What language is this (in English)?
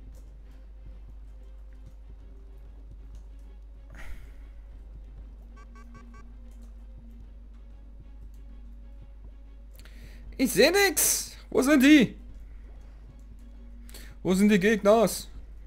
German